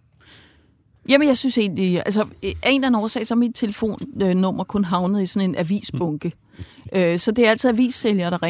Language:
Danish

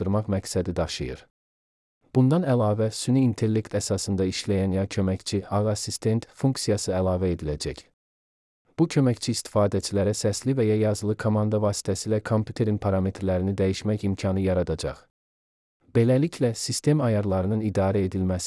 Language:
Azerbaijani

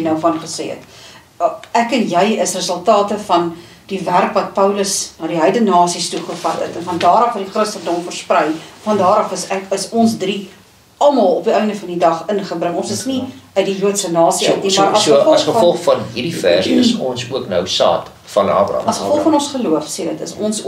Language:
Afrikaans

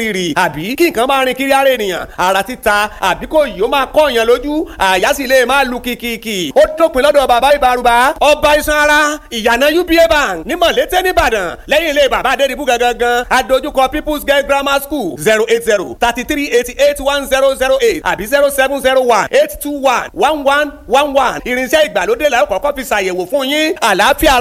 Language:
Yoruba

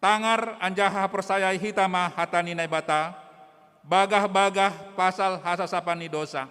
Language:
Batak Simalungun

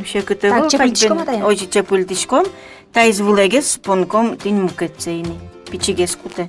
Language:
Udmurt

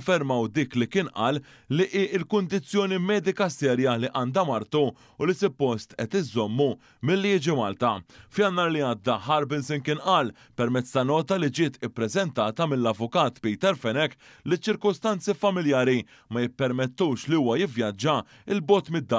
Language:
Maltese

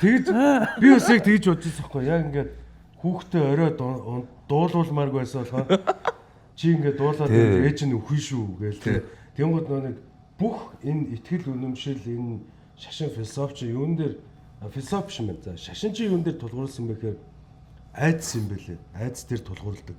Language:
Mongolian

